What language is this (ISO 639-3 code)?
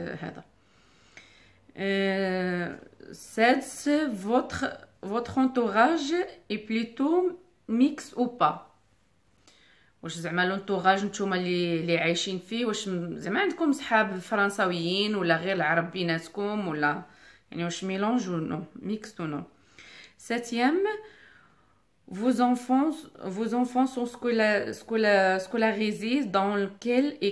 ary